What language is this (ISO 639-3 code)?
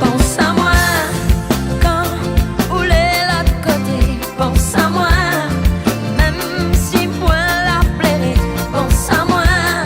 rcf